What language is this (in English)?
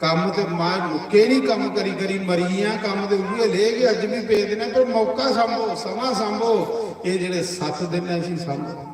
Dogri